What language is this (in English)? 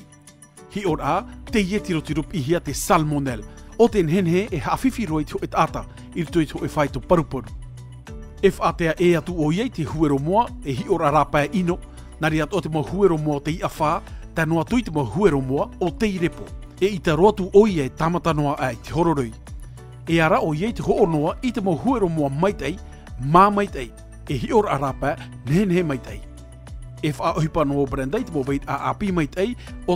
Tahitian